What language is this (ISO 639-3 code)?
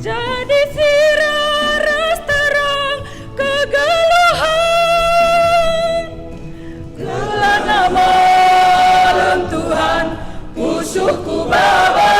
btx